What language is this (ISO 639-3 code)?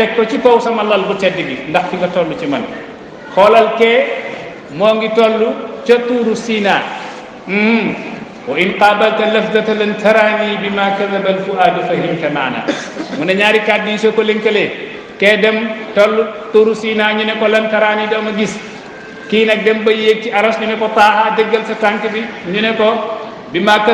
wol